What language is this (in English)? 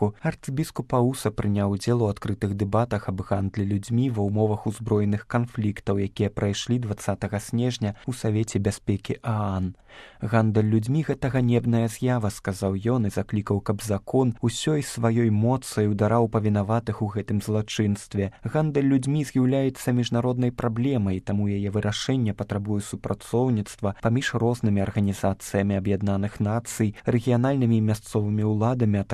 Belarusian